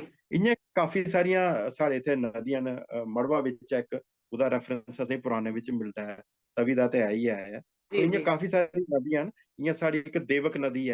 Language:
Dogri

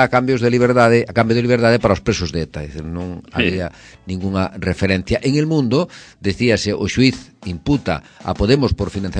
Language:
Galician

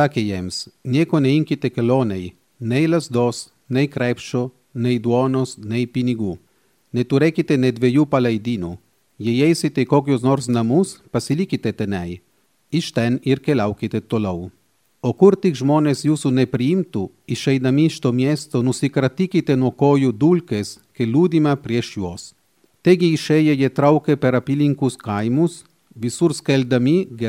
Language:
Lithuanian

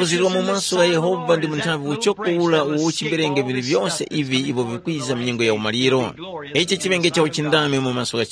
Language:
Tumbuka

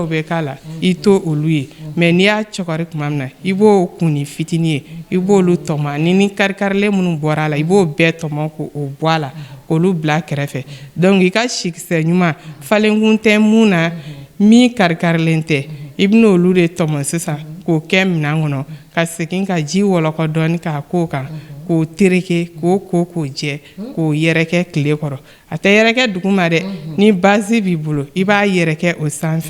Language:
Bambara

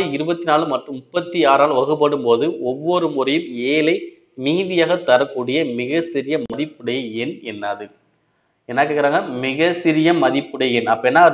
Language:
Tamil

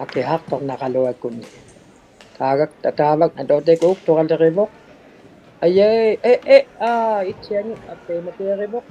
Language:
Inuktitut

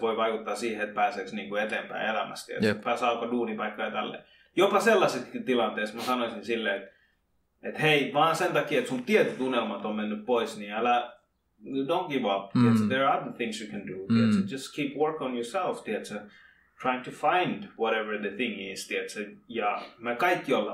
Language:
Finnish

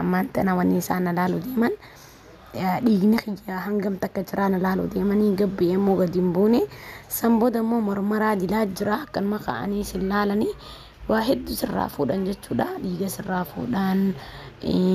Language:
Oromo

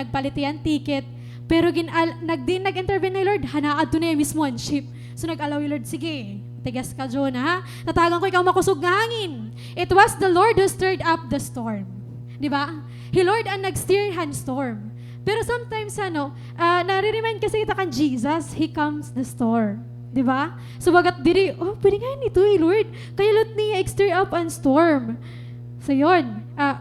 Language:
Waray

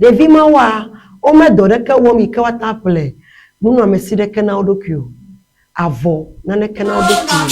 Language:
Ewe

